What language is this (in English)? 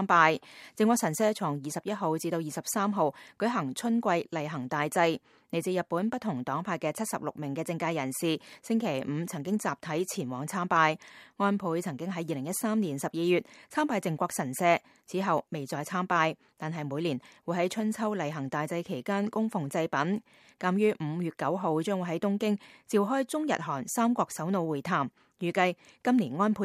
Cantonese